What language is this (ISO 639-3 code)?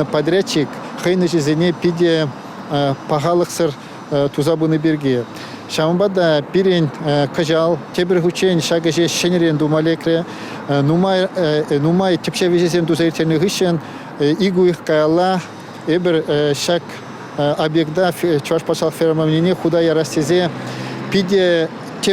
chv